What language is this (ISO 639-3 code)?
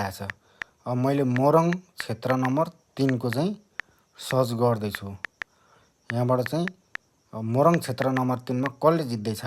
nep